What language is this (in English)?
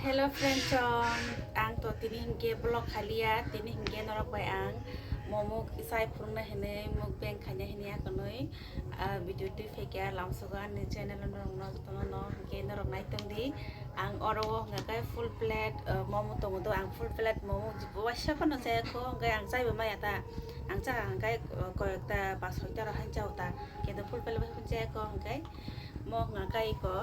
Kok Borok